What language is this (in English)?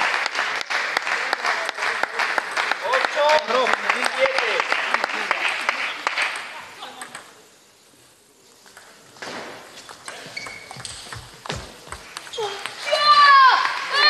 Spanish